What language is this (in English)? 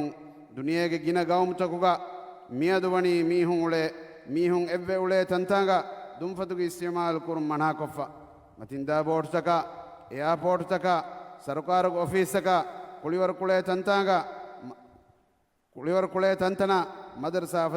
Divehi